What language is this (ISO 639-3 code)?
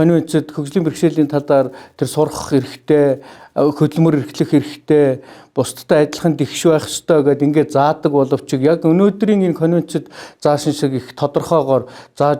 mon